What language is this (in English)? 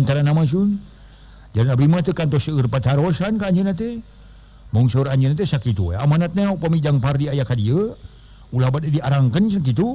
Sundanese